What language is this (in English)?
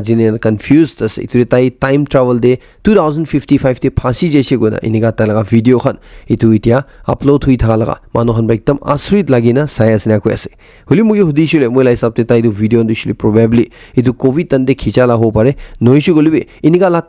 Naga Pidgin